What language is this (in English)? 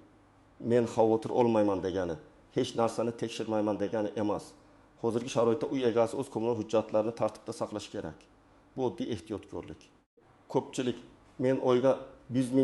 Uzbek